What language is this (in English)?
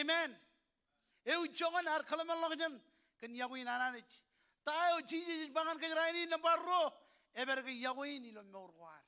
Marshallese